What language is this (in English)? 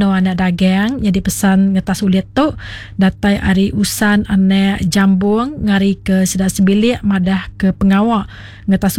Iban